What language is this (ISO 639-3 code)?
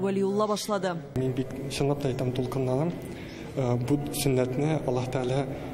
tat